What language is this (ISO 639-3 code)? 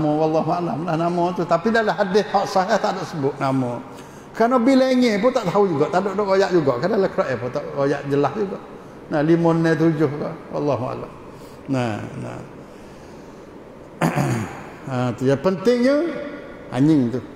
mfa